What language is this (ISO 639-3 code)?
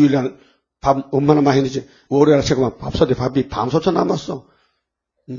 kor